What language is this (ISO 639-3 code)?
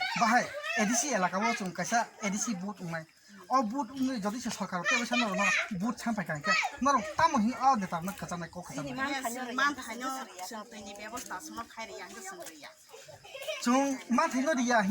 trp